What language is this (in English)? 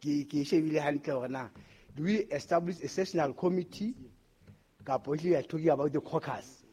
Southern Sotho